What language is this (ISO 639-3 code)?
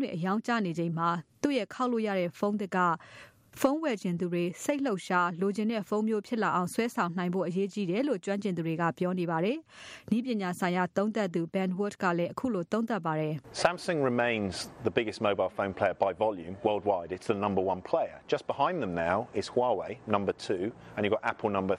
mya